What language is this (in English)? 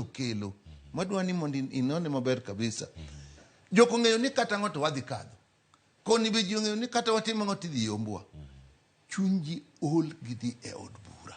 Luo (Kenya and Tanzania)